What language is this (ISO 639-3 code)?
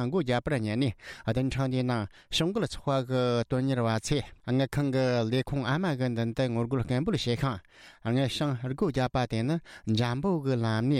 bod